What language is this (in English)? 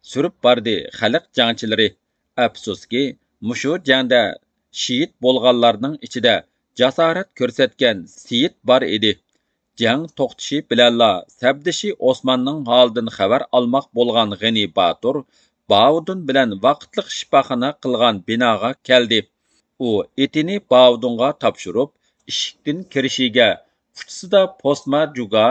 Uyghur